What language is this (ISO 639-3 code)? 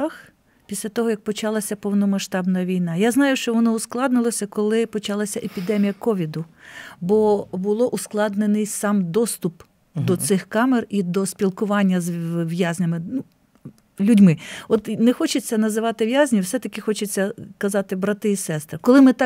ukr